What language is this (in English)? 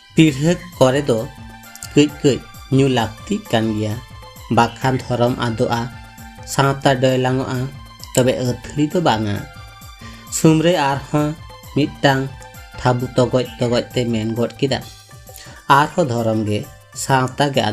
Santali